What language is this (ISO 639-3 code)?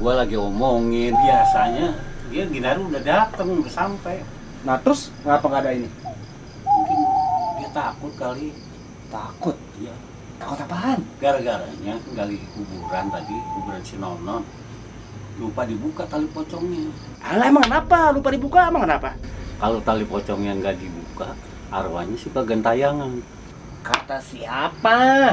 bew